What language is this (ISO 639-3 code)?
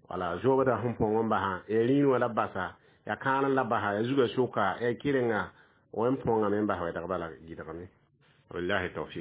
mos